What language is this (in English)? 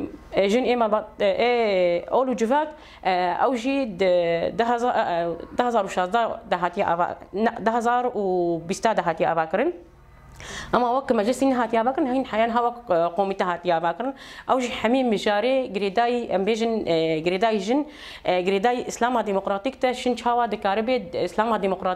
Kurdish